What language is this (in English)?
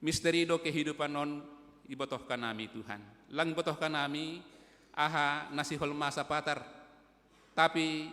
Batak Simalungun